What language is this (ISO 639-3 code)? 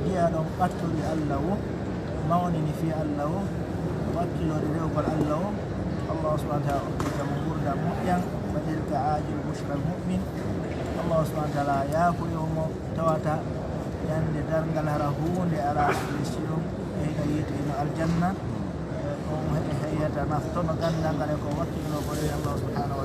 ful